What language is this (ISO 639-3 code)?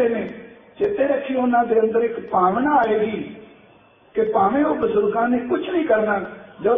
pan